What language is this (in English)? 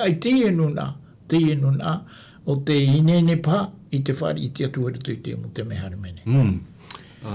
Tahitian